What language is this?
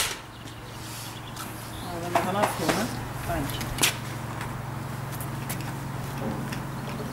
Dutch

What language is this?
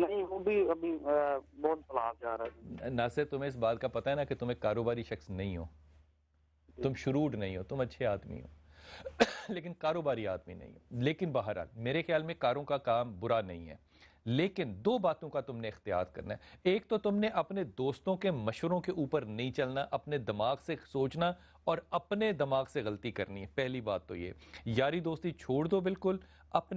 Urdu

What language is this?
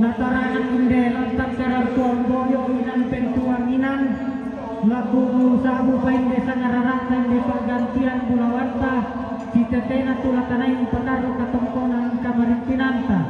Toraja-Sa'dan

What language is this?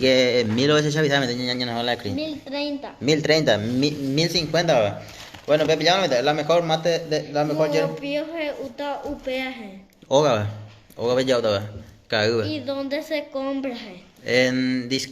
Guarani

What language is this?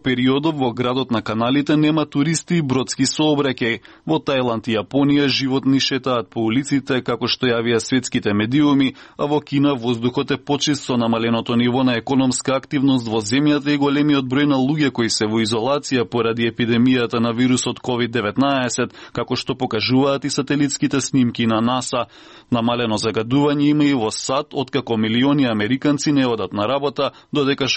Macedonian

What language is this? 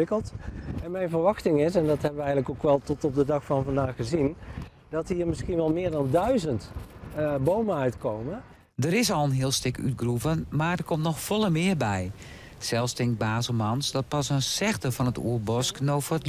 Western Frisian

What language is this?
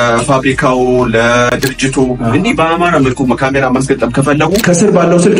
Amharic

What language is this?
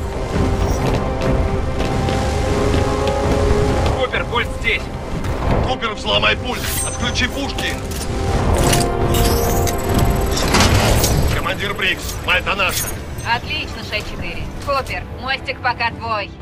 Russian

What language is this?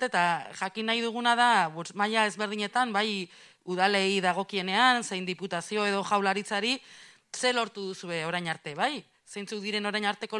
Basque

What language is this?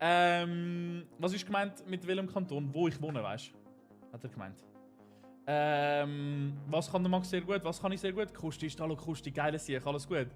Swiss German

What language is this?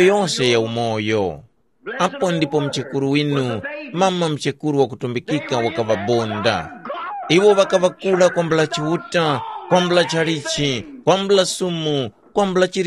Tumbuka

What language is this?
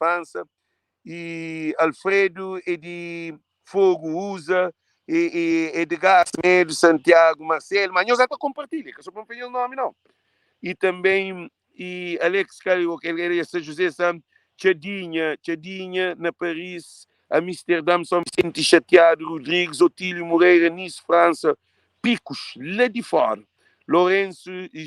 Kabuverdianu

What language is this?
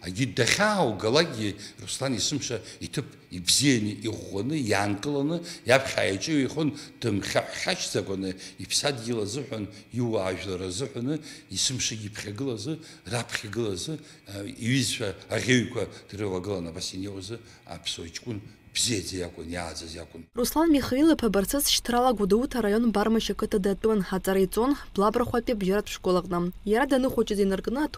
Abkhazian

